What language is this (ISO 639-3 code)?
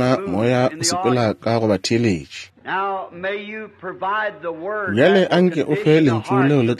nso